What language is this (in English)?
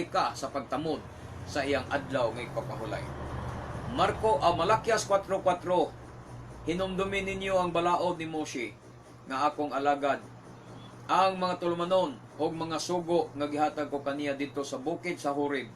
Cebuano